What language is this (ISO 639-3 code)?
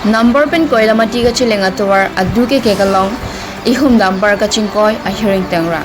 mjw